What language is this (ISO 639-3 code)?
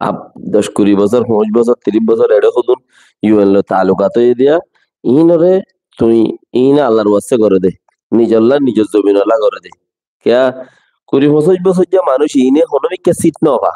rhg